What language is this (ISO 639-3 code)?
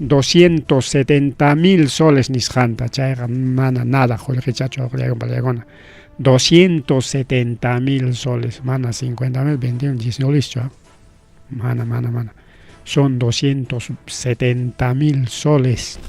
quy